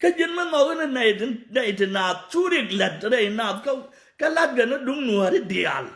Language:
Nuer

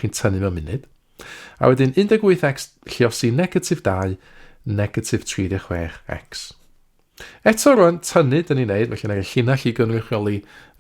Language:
Welsh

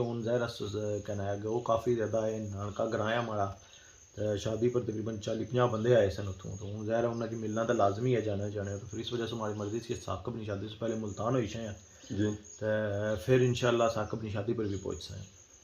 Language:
Pahari-Potwari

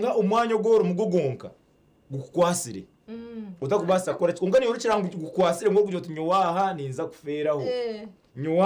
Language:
Nyankole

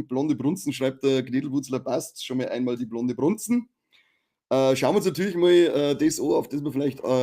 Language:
Bavarian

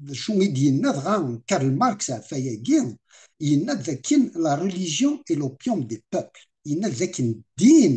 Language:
Kabyle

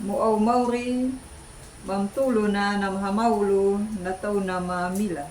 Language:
Anakalangu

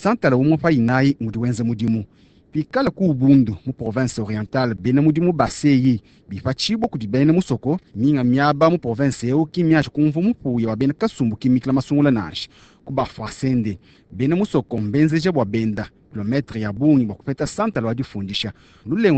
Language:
Luba-Lulua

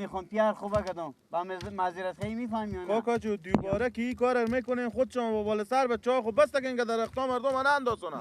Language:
Persian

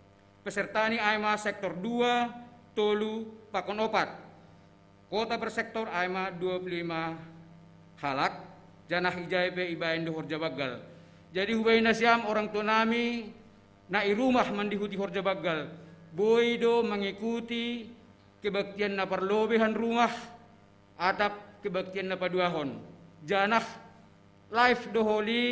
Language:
Batak Simalungun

